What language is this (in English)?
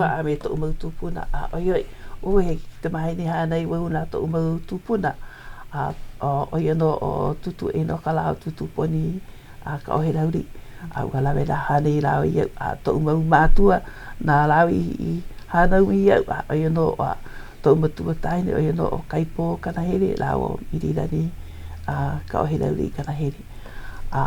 Hawaiian